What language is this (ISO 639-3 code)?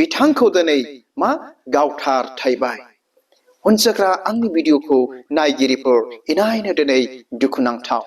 brx